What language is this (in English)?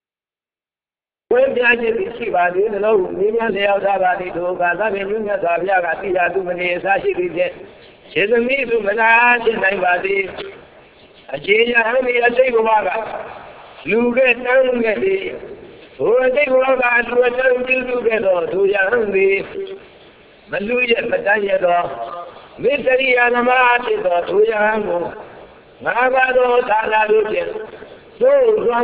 Burmese